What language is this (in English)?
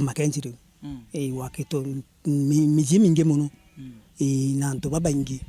Meru